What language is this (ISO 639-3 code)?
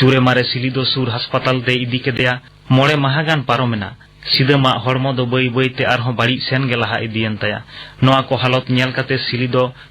sat